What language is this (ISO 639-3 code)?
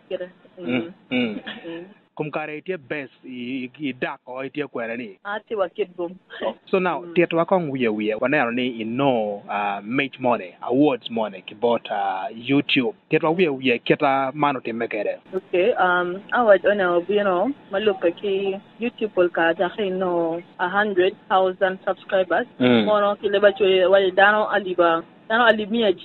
ach